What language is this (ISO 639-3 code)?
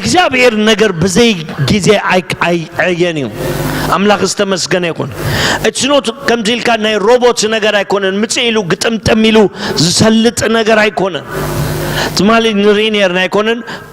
tir